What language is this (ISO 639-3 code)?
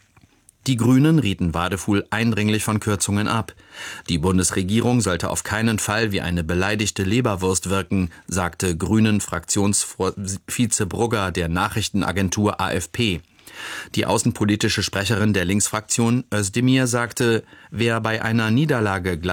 deu